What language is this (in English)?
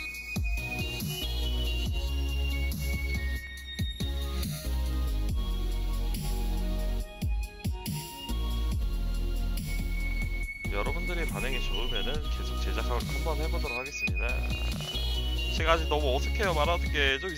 Korean